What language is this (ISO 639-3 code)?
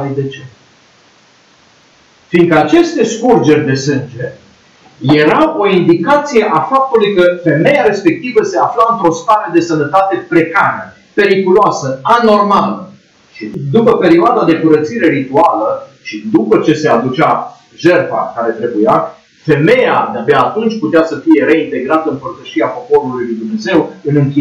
ron